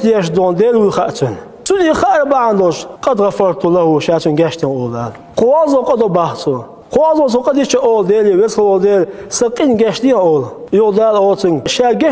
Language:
Chechen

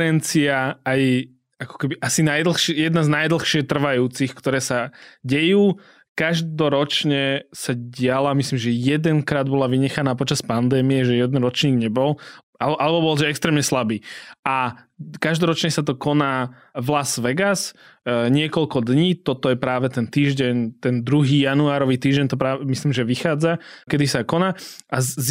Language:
Slovak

